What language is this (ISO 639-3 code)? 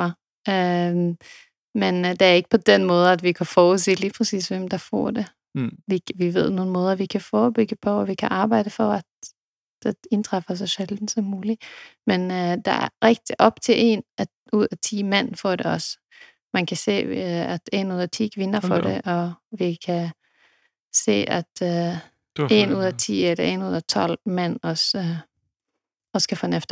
dan